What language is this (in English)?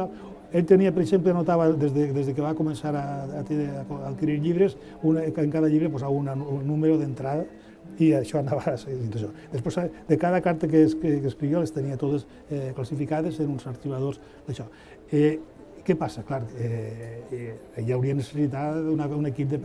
Catalan